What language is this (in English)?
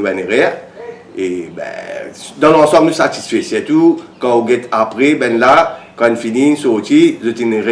Morisyen